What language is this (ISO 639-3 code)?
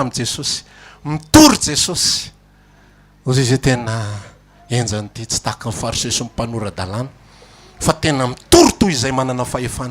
mlg